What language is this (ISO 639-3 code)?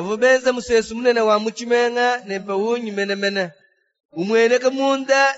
lua